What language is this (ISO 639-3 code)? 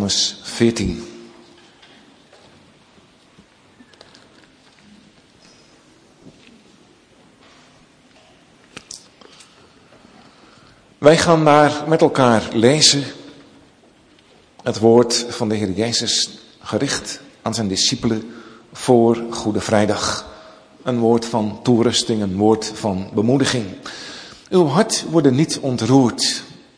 nld